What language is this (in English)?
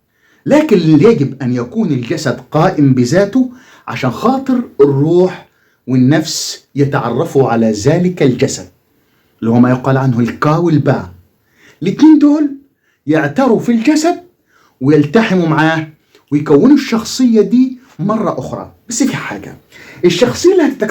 Egyptian Arabic